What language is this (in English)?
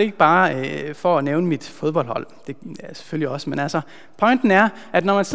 Danish